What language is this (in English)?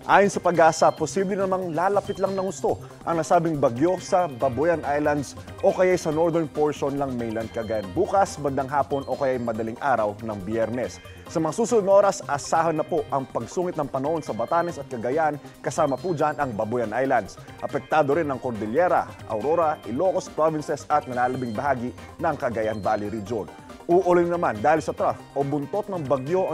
Filipino